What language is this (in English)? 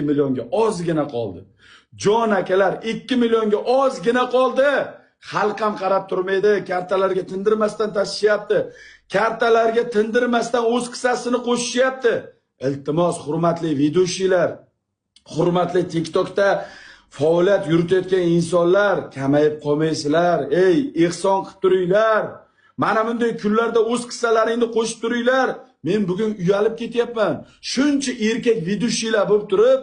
Uzbek